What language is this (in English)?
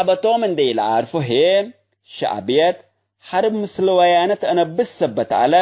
Tigre